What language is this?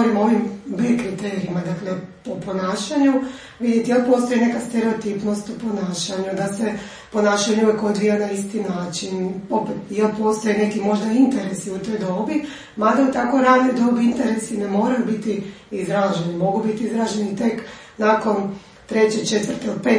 Croatian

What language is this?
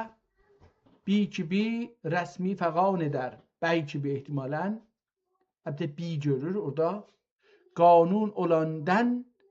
South Azerbaijani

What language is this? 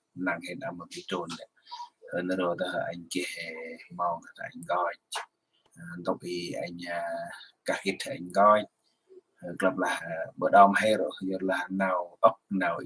Central Mnong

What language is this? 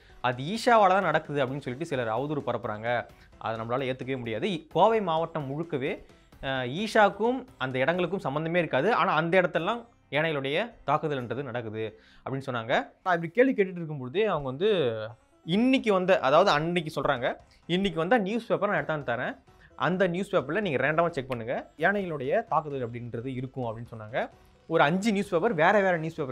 Tamil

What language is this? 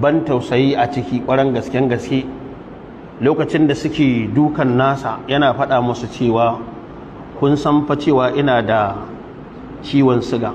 Hausa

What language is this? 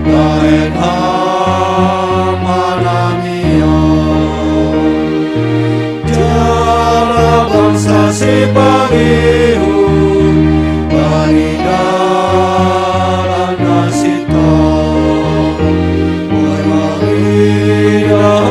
Batak Simalungun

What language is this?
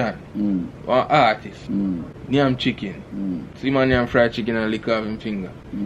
Jamaican Creole English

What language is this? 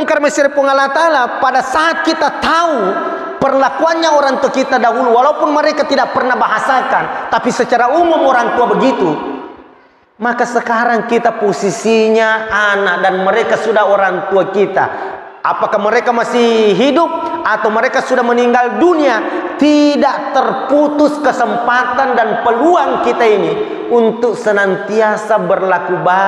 Buginese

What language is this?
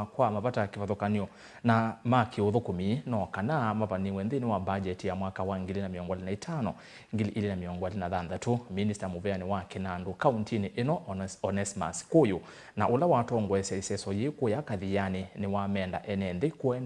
Kamba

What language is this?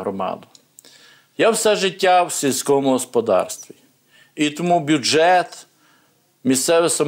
Ukrainian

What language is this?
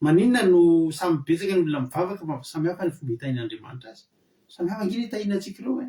Malagasy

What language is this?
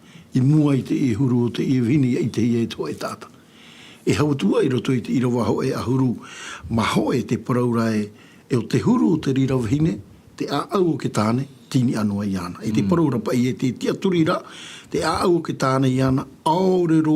Tahitian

